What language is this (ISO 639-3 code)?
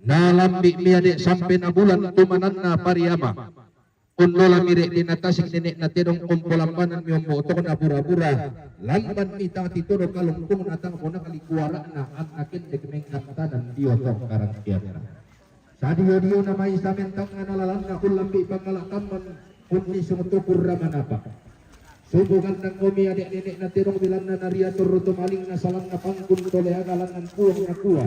sda